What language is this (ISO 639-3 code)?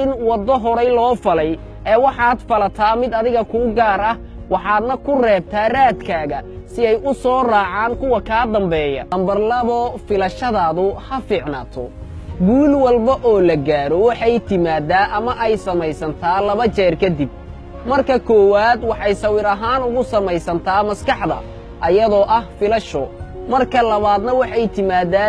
som